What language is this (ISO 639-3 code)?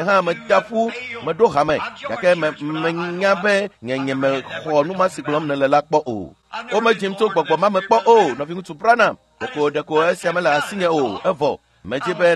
ewe